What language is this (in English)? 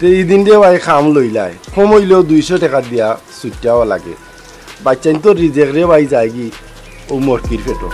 Sylheti